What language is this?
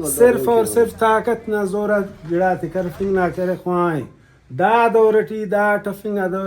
Brahui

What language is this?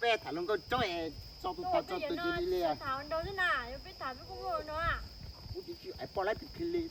Hmong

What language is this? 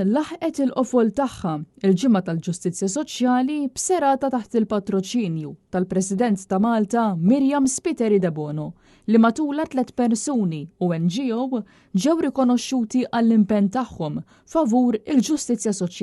Maltese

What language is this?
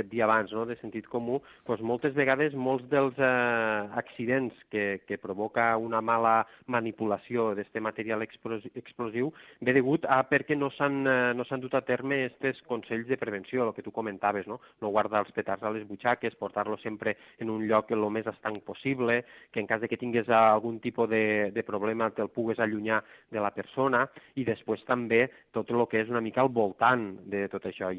Catalan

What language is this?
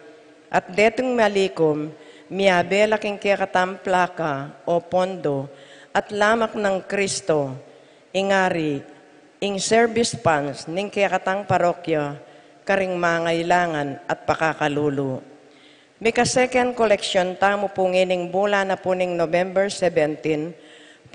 Pampanga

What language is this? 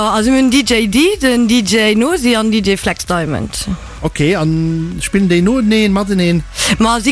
Luxembourgish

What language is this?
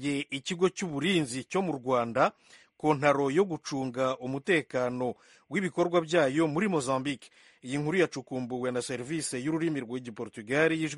Kinyarwanda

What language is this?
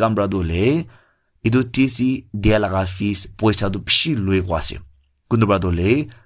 Naga Pidgin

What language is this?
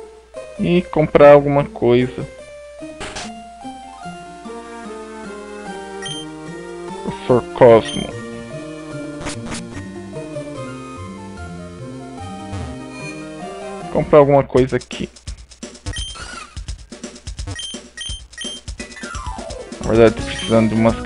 Portuguese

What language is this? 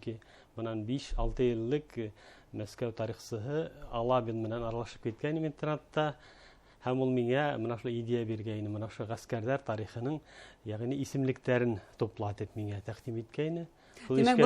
Bashkir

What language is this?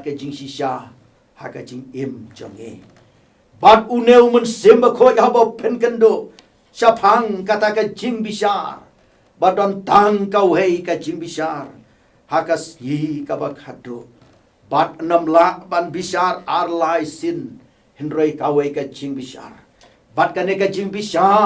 Khasi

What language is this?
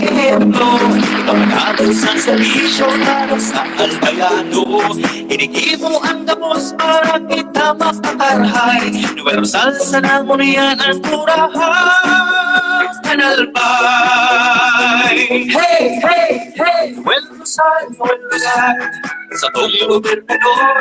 Bikol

